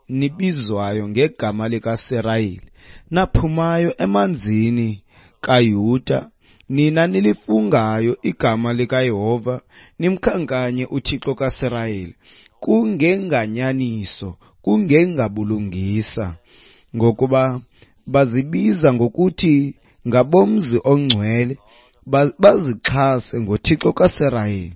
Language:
Xhosa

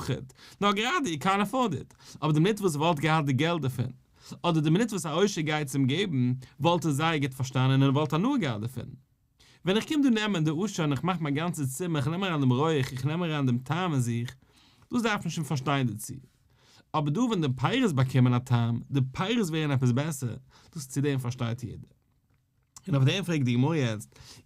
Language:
Yiddish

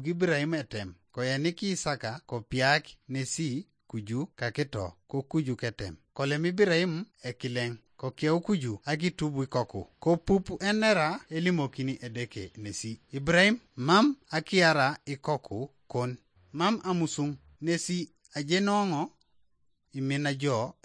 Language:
Teso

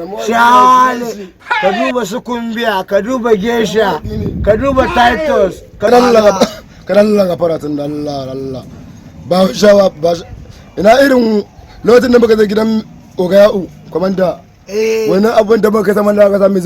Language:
Hausa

